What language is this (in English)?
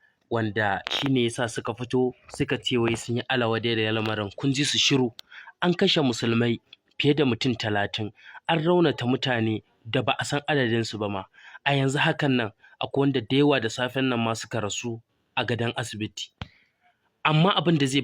Hausa